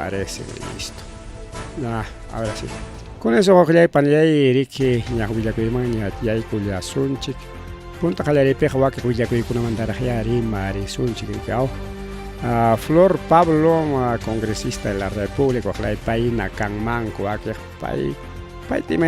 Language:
Ayacucho Quechua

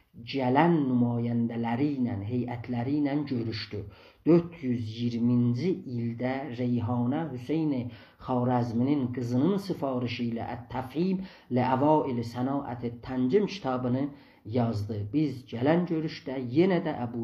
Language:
South Azerbaijani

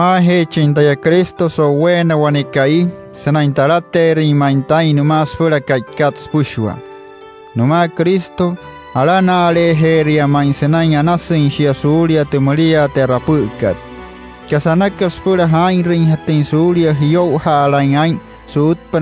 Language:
Wayuu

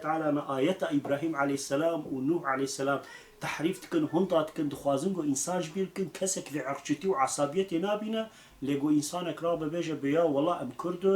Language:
Kurdish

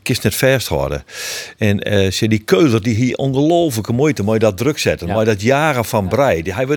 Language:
Western Frisian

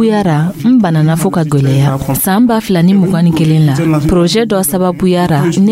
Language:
Dyula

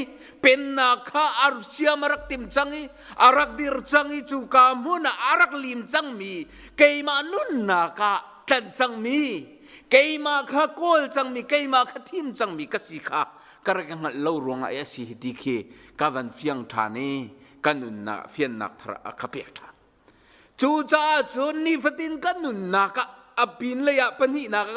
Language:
Hakha Chin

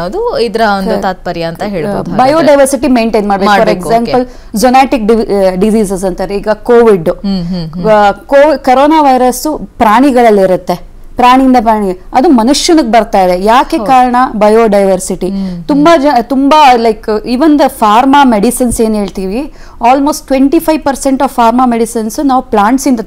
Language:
Kannada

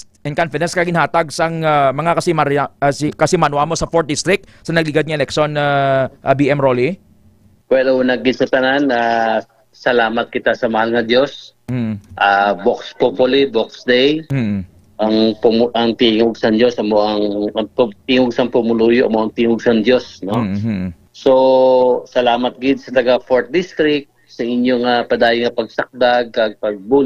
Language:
Hiligaynon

